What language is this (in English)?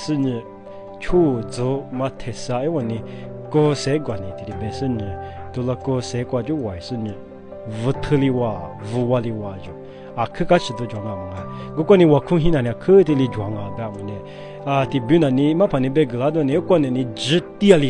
Lisu